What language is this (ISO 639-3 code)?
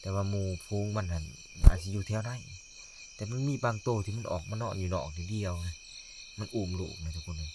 lao